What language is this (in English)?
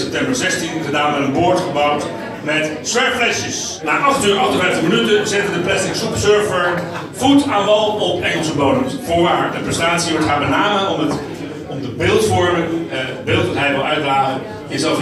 Dutch